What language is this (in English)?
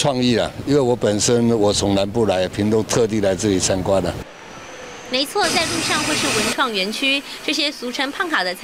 Chinese